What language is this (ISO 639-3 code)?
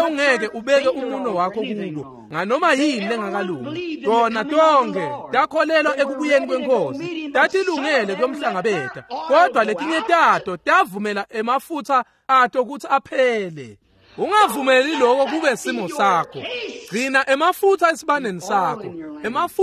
ssw